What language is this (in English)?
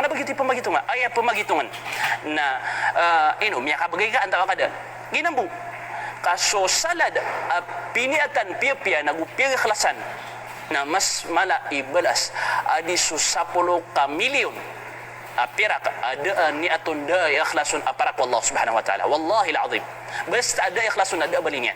Maranao